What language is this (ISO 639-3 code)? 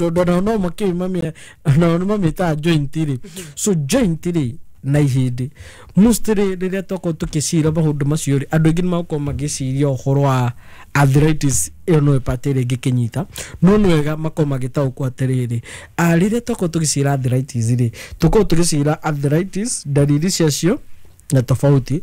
kik